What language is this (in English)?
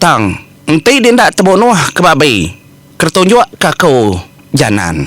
Iban